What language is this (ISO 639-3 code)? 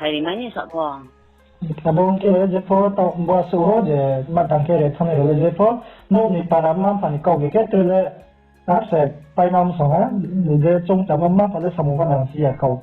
ria